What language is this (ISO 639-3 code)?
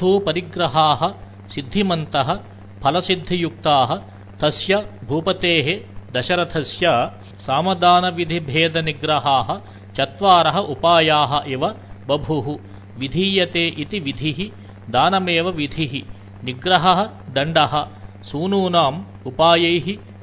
san